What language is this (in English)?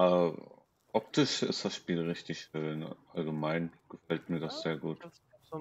German